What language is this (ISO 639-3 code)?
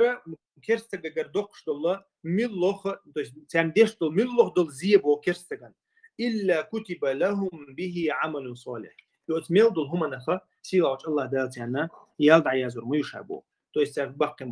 che